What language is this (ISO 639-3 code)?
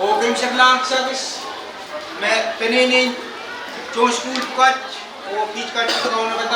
pon